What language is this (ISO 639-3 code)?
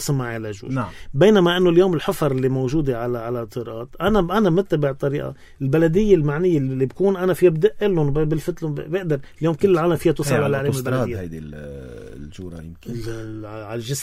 apc